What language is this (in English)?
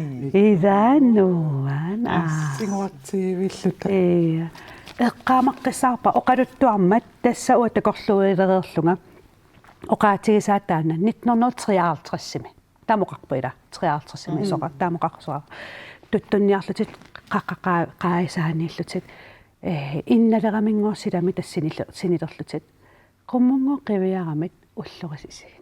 Kalaallisut